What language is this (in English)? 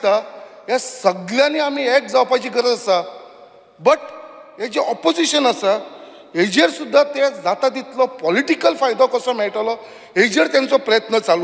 Konkani